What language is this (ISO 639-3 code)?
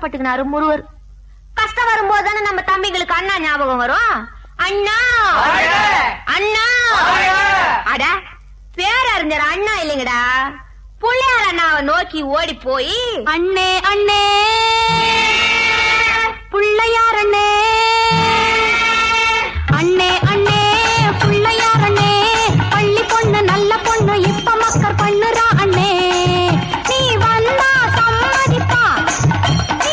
tam